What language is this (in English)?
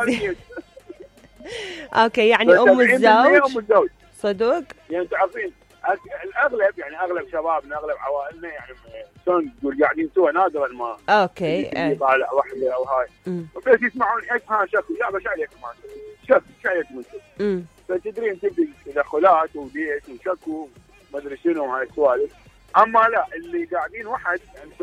Mesopotamian Arabic